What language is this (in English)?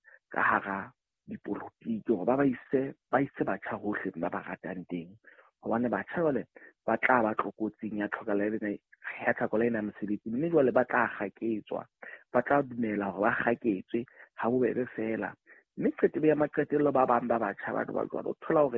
Southern Sotho